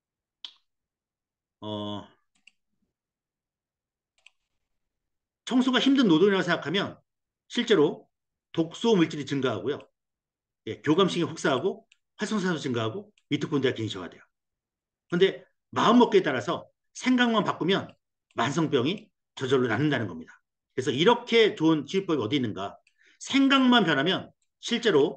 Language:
Korean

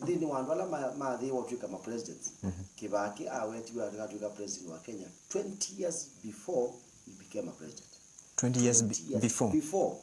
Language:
Kamba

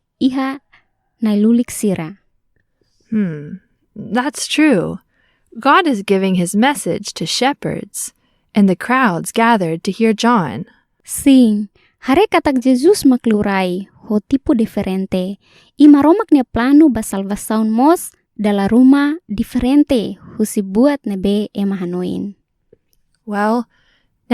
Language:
Tetum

